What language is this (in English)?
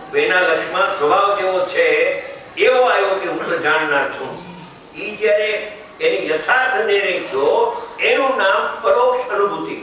Gujarati